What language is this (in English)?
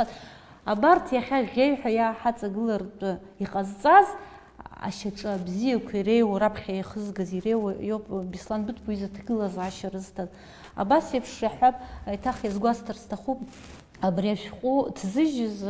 Abkhazian